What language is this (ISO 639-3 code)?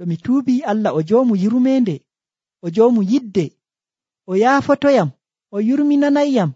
fuv